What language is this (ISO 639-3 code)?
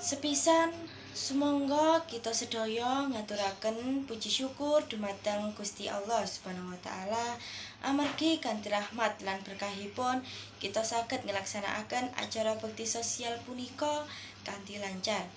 jav